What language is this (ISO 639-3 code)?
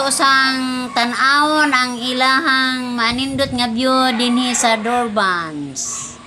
ceb